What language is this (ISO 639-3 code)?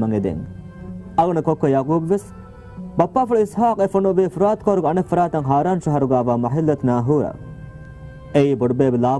div